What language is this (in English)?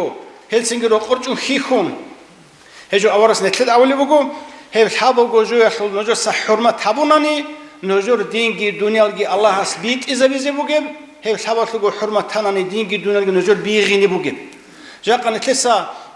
Avaric